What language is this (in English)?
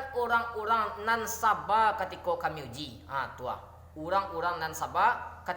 Minangkabau